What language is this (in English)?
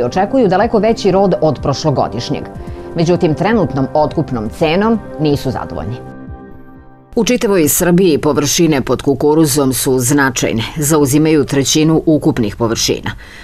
Serbian